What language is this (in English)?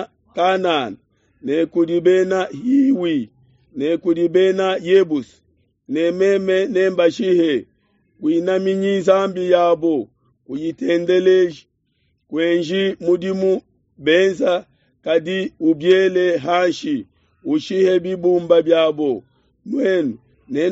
Luba-Lulua